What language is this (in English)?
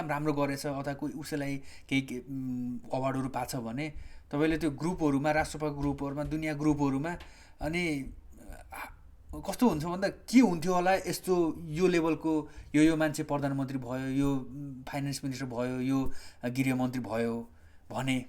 Nepali